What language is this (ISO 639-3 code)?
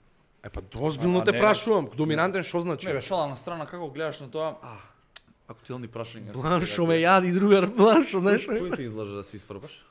mkd